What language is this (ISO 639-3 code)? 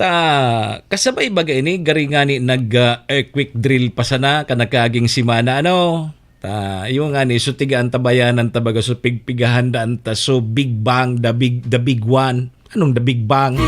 bik